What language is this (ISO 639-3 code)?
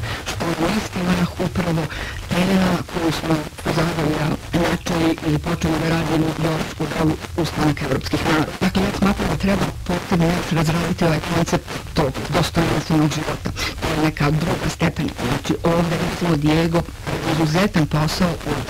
bos